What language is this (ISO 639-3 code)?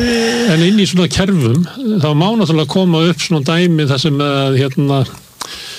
isl